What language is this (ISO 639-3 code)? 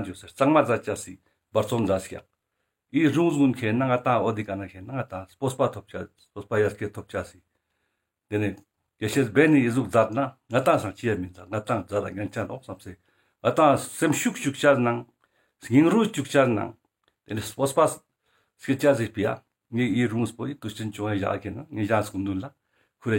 lbj